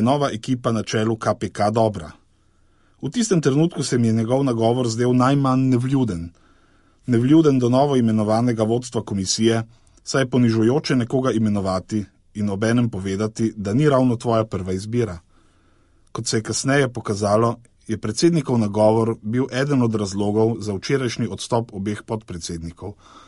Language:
Slovenian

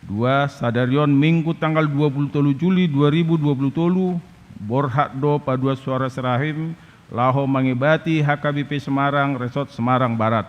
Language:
Batak Toba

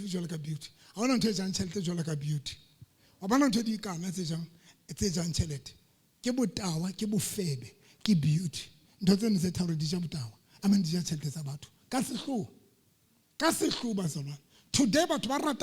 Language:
Southern Sotho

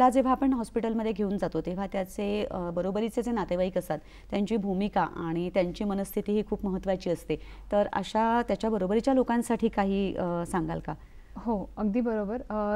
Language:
Marathi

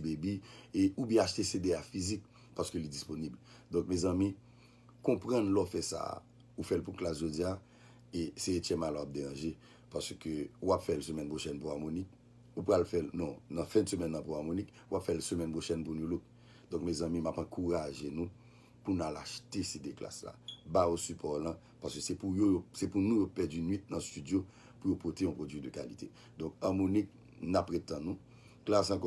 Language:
Haitian Creole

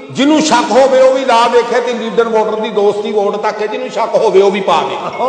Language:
Punjabi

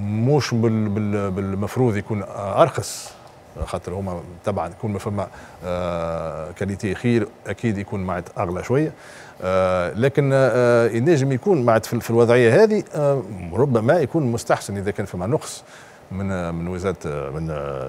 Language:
Tunisian Arabic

